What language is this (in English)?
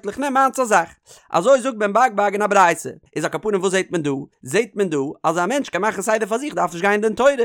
Yiddish